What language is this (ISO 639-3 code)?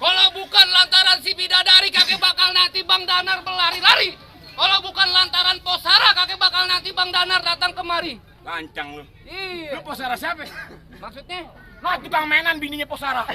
bew